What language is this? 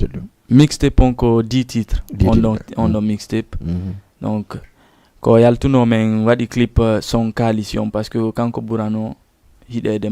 Fula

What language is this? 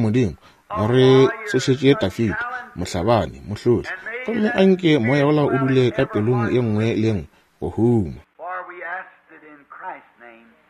Northern Sotho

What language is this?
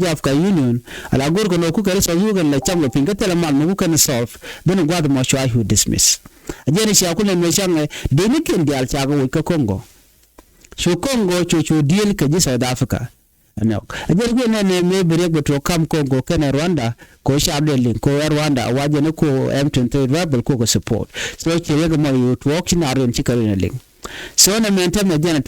Nuer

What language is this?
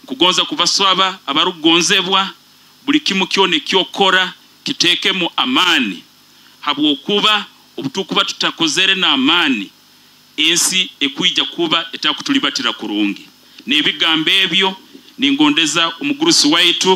Nyoro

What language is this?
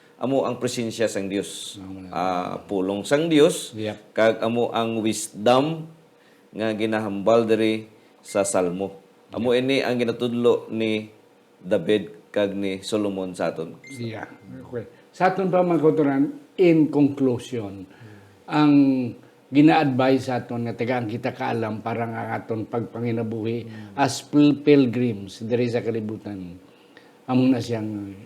Hiligaynon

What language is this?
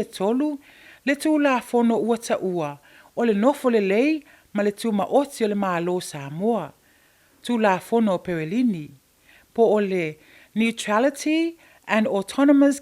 Samoan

